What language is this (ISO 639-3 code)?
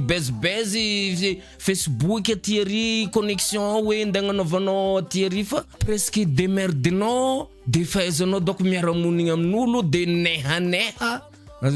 mlg